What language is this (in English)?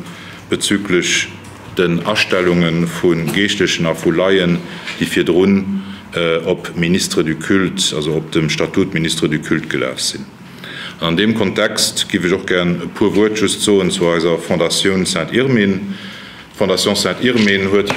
Luxembourgish